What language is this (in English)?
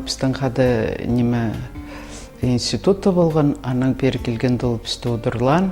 Khakas